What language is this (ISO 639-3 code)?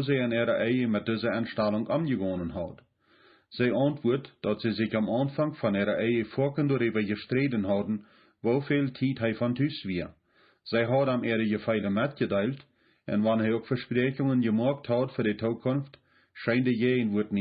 pdt